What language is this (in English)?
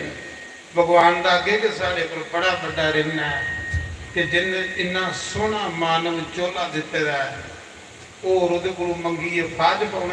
Dogri